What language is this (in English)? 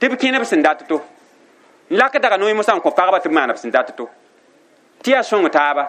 Mossi